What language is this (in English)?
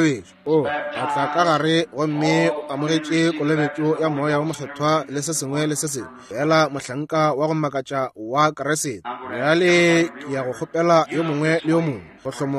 Northern Sotho